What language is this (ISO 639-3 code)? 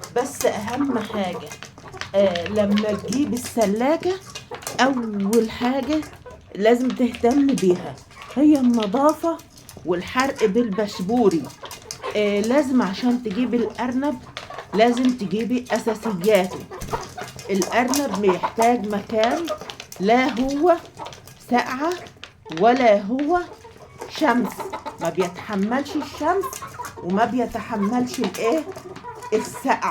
arz